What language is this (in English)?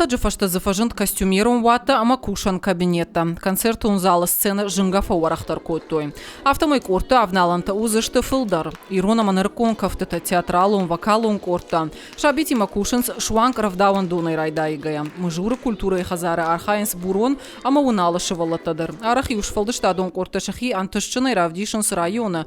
Ossetic